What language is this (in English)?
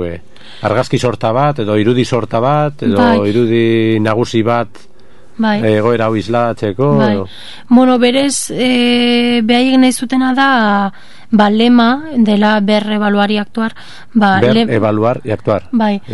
Basque